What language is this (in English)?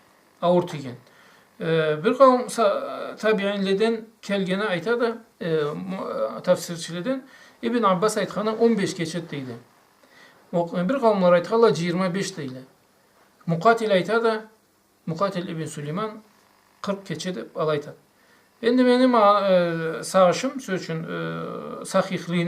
Karachay-Balkar